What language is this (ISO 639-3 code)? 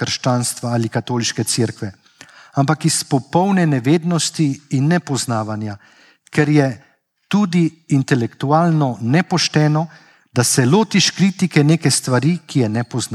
slv